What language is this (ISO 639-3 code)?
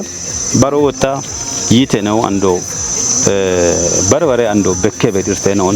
kbr